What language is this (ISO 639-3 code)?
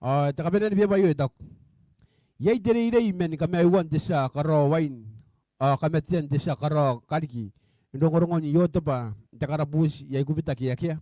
gil